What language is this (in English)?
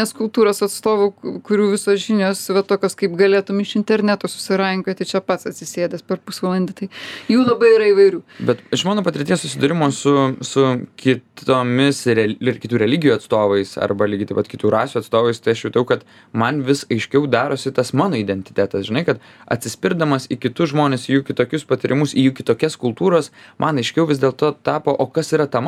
Lithuanian